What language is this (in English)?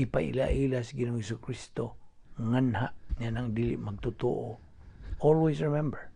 Cebuano